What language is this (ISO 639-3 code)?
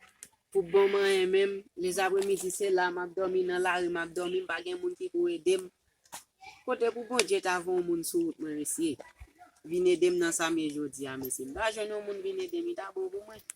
hat